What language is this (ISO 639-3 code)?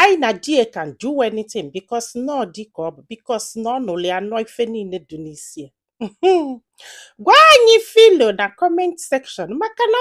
ibo